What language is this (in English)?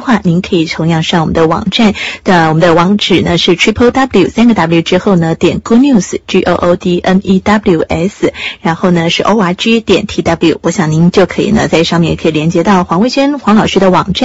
Chinese